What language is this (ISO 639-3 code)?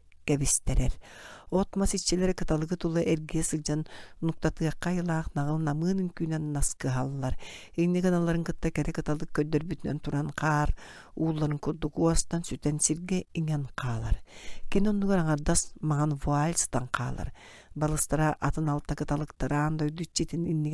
sah